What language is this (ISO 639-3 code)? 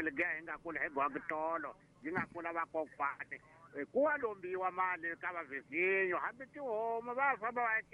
tso